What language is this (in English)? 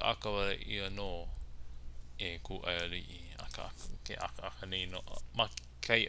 Hawaiian